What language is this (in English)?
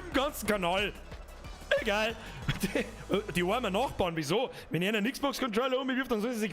Bavarian